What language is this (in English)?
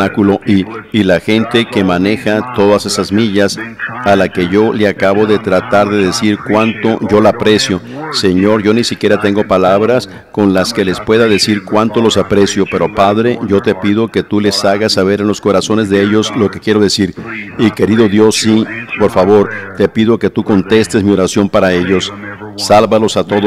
Spanish